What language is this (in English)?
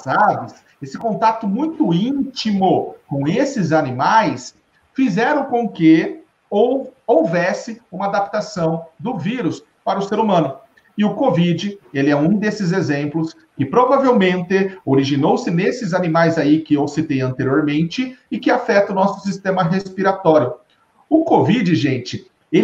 Portuguese